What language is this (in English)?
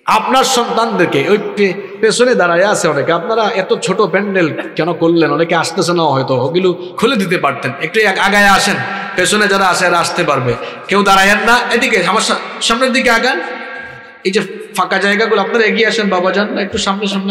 Bangla